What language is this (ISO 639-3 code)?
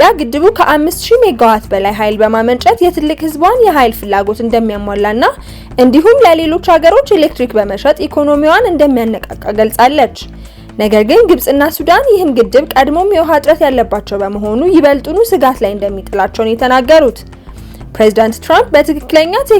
amh